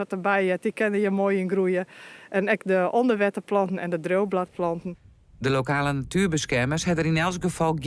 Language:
Western Frisian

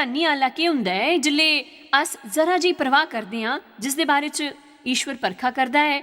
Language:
Dogri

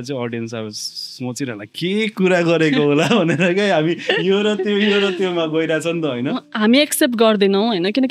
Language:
Nepali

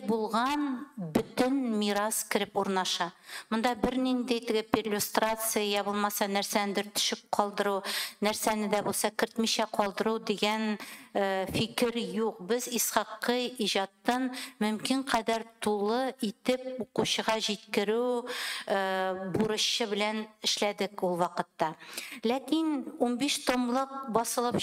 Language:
Tatar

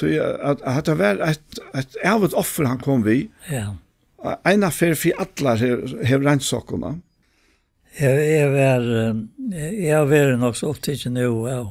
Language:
Faroese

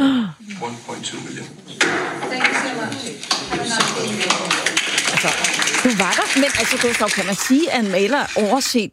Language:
Danish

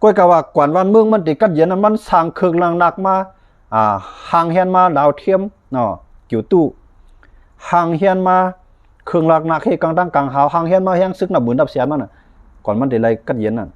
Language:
Shan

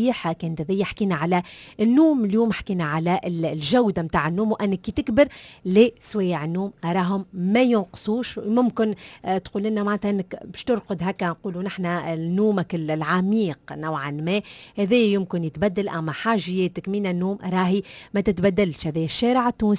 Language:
Tunisian Arabic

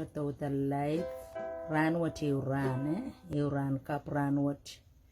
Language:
Pohnpeian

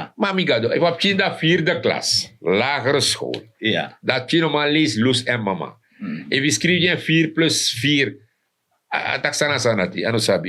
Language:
Sranan Tongo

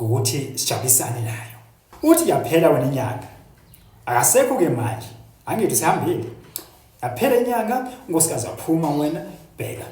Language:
Zulu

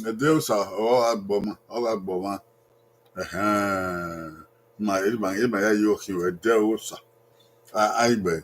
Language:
Bini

